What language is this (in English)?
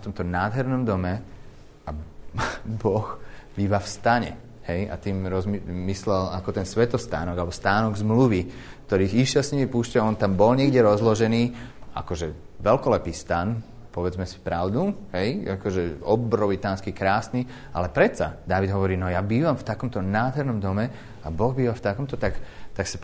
Slovak